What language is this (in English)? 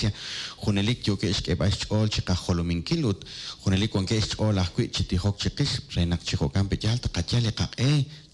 Kekchí